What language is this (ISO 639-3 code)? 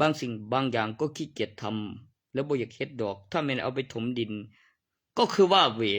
tts